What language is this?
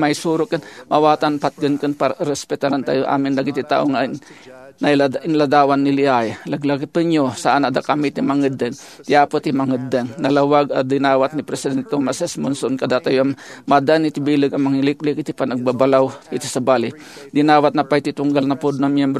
Iloko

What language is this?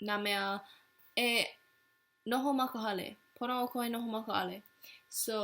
Hawaiian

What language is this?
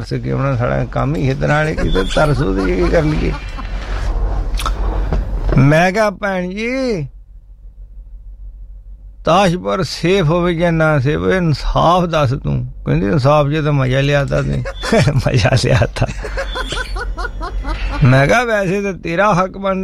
Punjabi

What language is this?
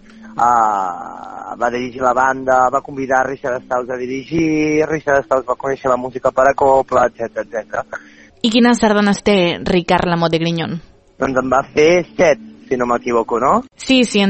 Catalan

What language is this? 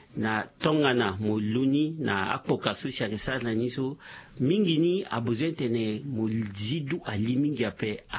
Sango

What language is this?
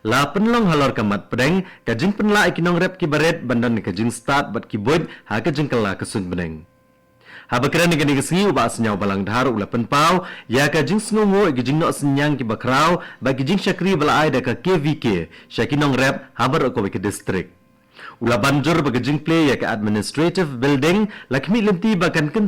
Khasi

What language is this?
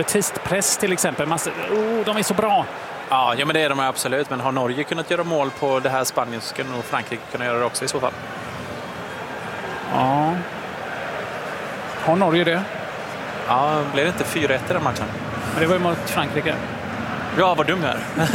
Swedish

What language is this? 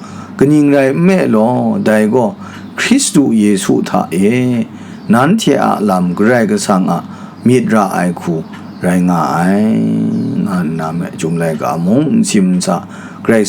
Kachin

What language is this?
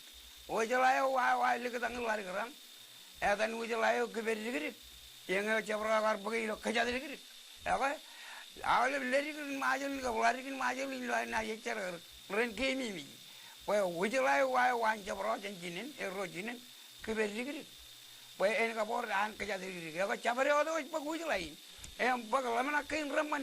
Marshallese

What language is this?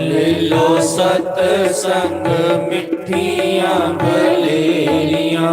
Dogri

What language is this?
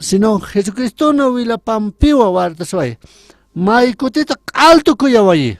Aymara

